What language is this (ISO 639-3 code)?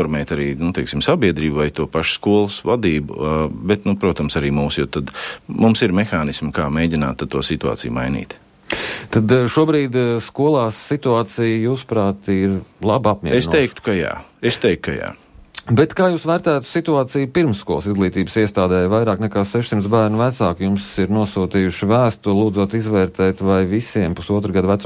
lav